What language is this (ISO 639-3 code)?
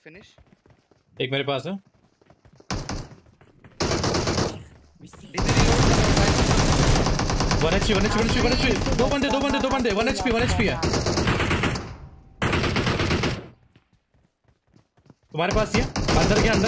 hin